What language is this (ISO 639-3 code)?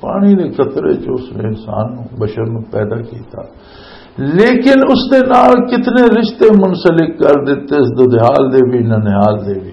lah